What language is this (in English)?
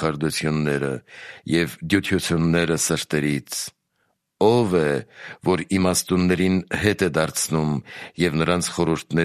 Armenian